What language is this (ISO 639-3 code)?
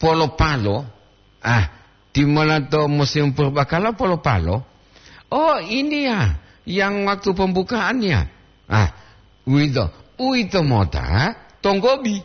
gor